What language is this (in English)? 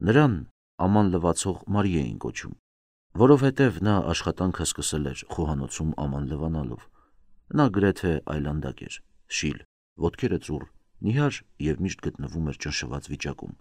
Armenian